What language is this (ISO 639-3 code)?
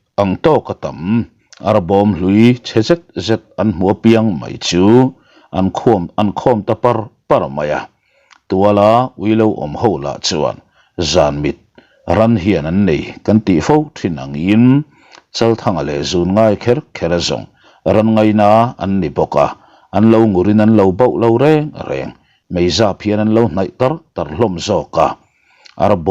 lus